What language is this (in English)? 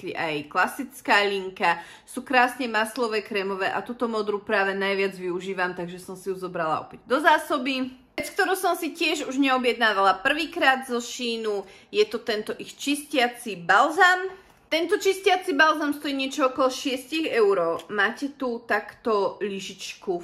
Slovak